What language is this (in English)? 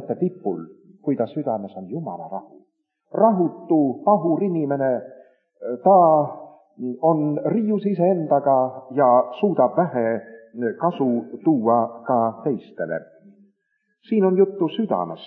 Estonian